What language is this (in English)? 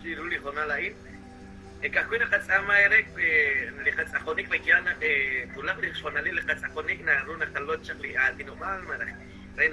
Kekchí